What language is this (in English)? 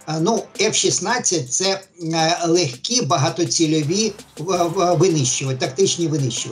Ukrainian